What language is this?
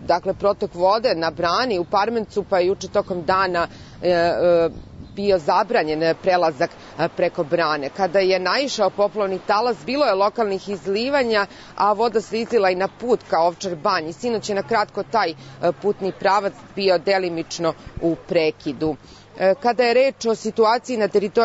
Serbian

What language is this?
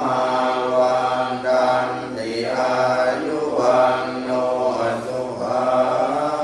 Pali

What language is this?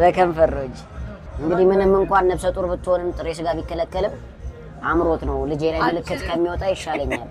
Amharic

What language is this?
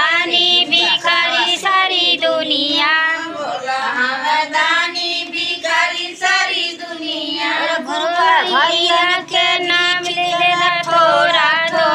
Bhojpuri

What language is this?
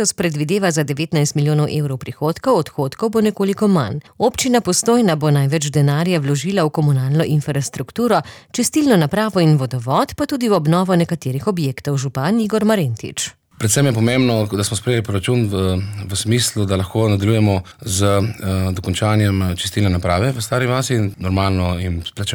Slovenian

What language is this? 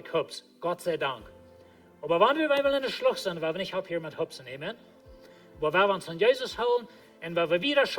Plautdietsch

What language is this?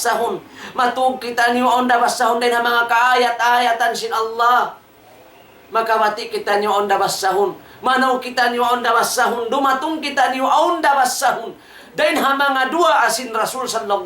Tausug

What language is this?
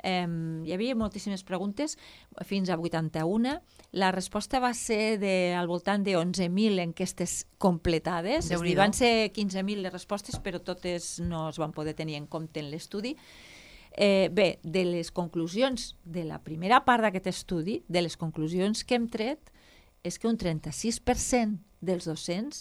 Catalan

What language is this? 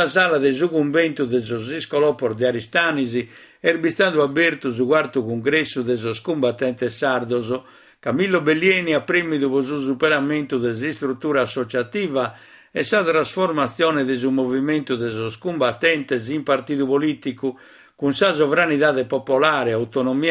Sardinian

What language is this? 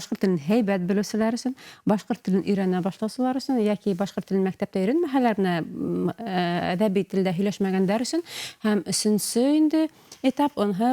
Bashkir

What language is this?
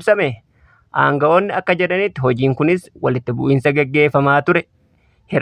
Oromo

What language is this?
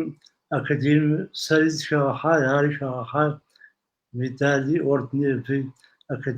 Kabardian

